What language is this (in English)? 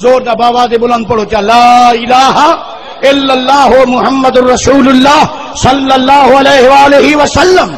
Saraiki